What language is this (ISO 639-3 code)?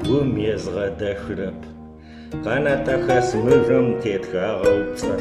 ady